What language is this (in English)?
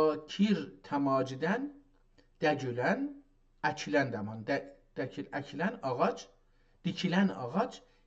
South Azerbaijani